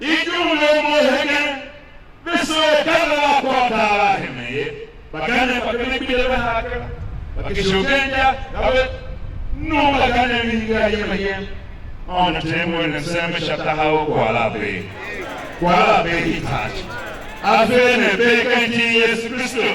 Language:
Tiv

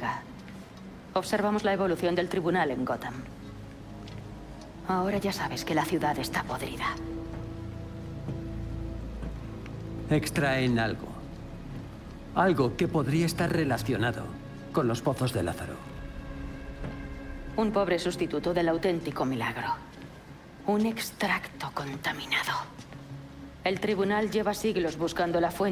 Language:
Spanish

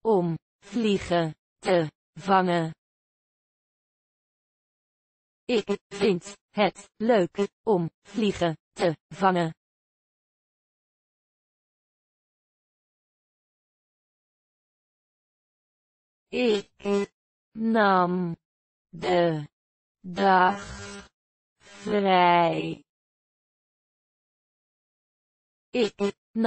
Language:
Dutch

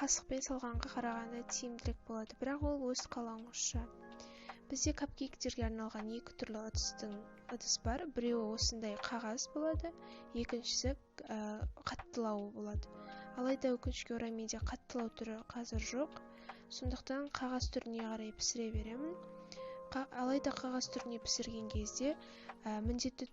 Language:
Kazakh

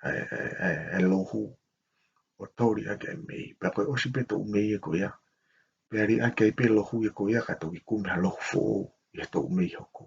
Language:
Tongan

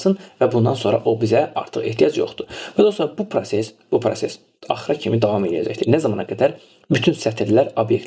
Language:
Azerbaijani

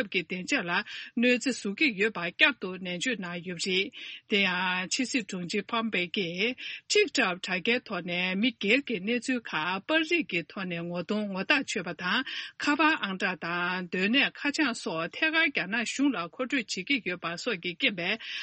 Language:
Tibetan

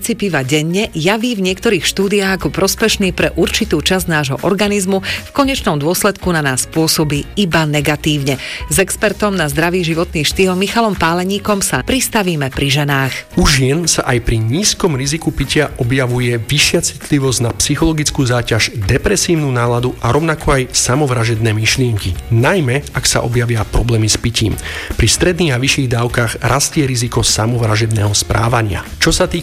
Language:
Slovak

